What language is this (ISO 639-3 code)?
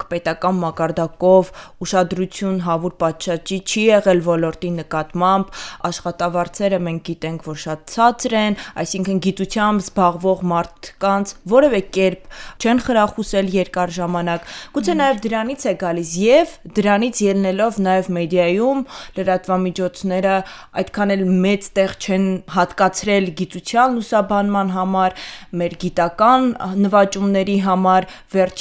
hye